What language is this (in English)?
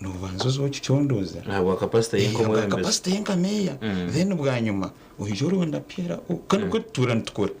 Nyankole